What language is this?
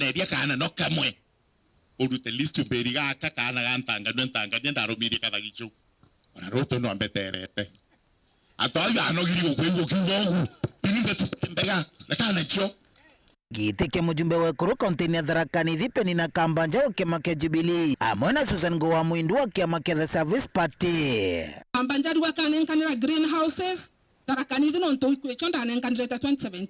Meru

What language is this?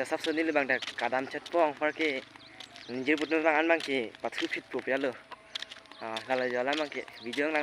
Karbi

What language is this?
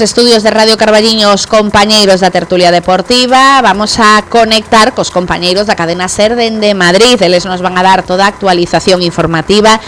Galician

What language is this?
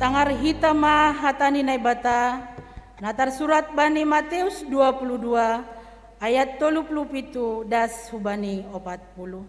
Batak Simalungun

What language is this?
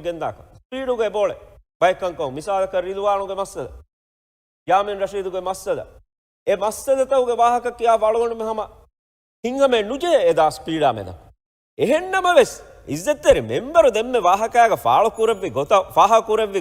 Divehi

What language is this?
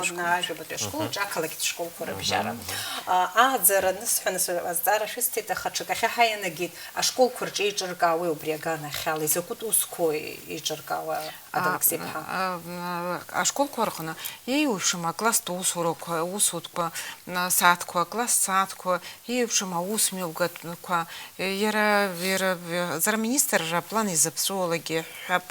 Abkhazian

